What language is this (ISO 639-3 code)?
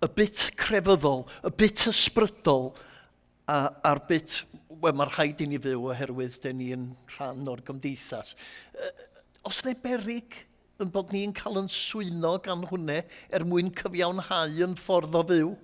cym